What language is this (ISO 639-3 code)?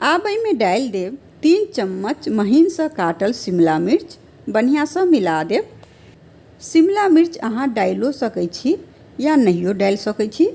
mai